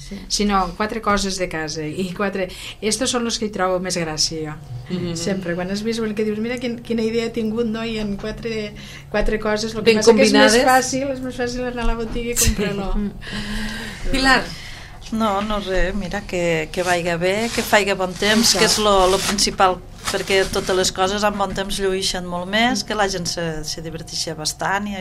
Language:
Catalan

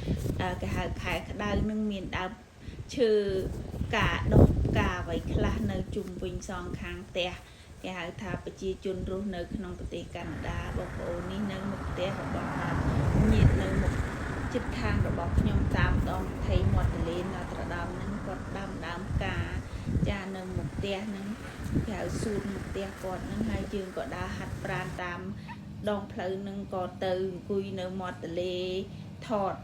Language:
Khmer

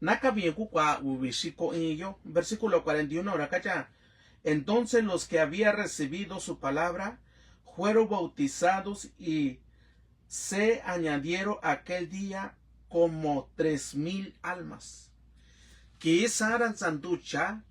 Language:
Mixtepec Mixtec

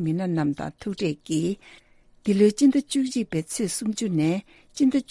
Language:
Tibetan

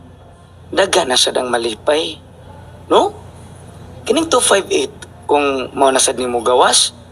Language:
Cebuano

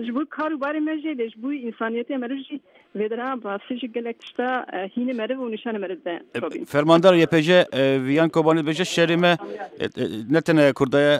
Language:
Kurdish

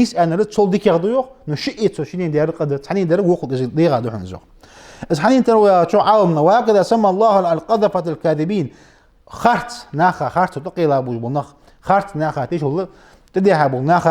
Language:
Ingush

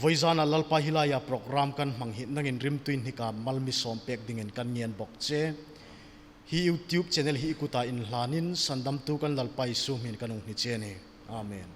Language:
Hmar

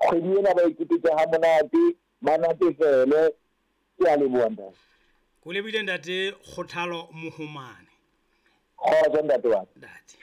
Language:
Southern Sotho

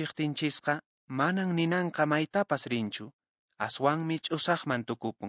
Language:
Quechua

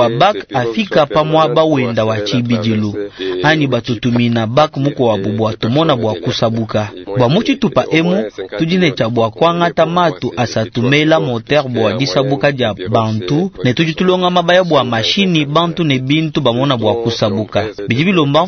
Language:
Luba-Lulua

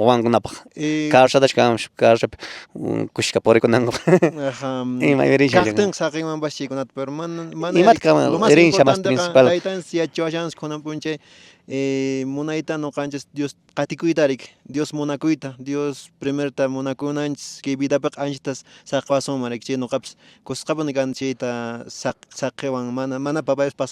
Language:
Quechua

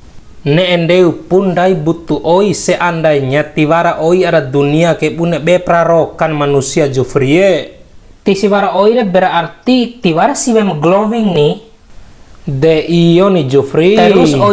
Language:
Bima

